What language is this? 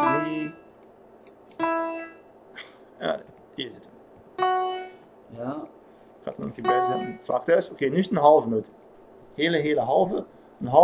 Dutch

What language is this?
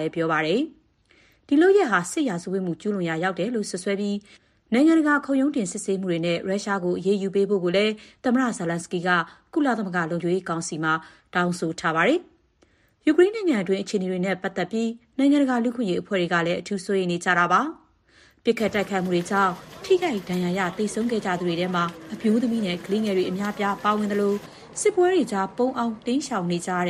Burmese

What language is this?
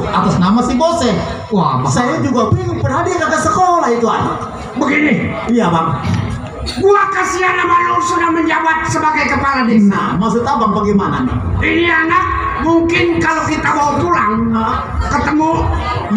Betawi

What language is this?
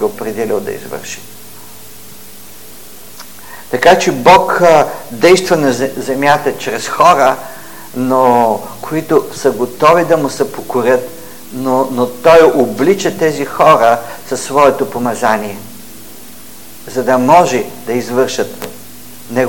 Bulgarian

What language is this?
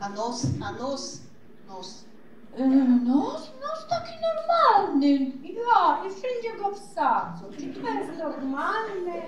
Silesian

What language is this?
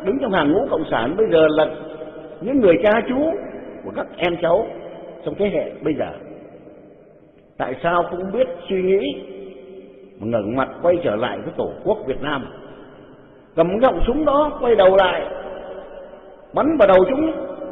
Vietnamese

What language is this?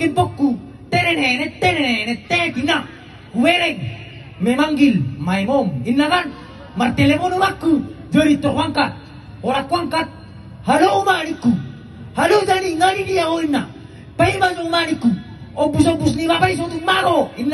Batak Toba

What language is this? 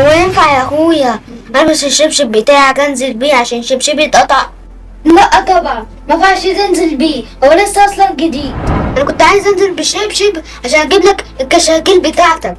Egyptian Arabic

